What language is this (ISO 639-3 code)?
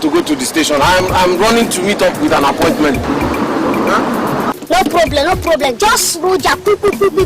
pcm